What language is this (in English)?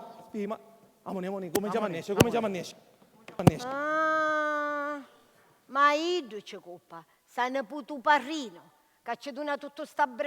Sicilian